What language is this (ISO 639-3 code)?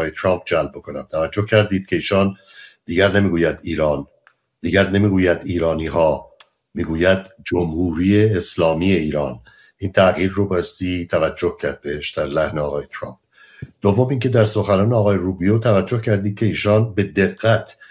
fas